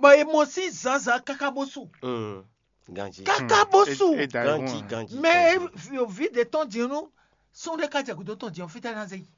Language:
Fon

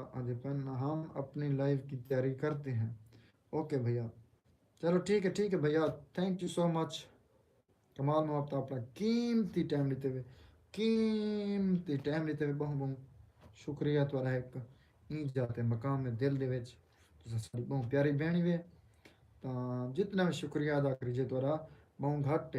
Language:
Saraiki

